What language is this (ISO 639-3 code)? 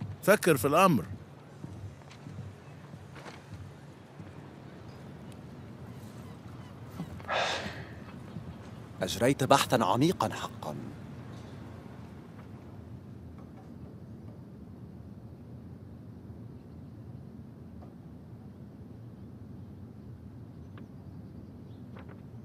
ara